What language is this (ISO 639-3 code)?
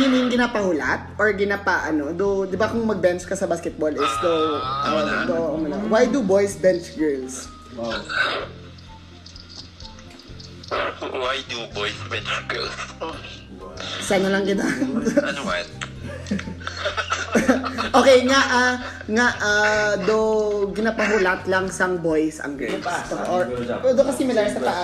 fil